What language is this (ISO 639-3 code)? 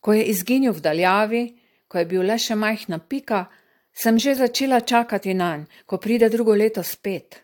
slv